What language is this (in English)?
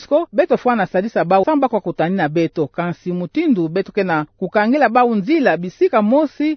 Kituba (Democratic Republic of Congo)